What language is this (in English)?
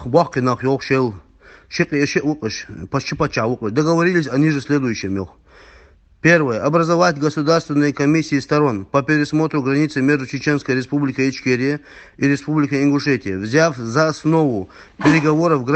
Ingush